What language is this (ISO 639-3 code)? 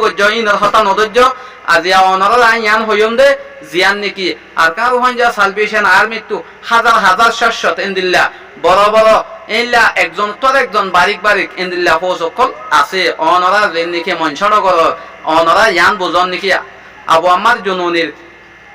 rhg